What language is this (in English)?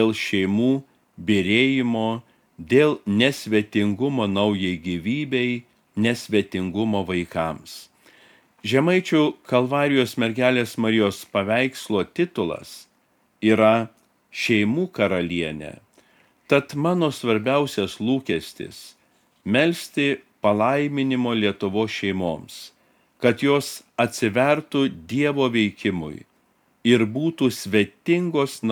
Lithuanian